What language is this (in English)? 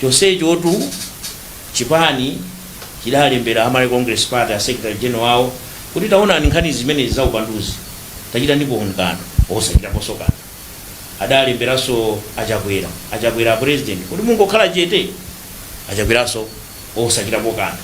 Nyanja